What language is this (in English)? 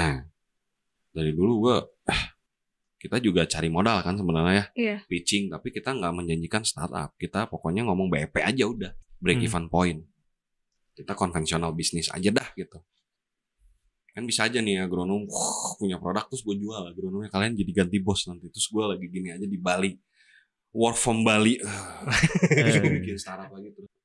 Indonesian